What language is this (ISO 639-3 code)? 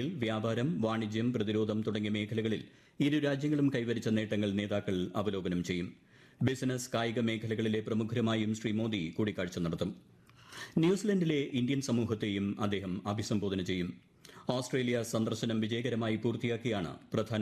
mal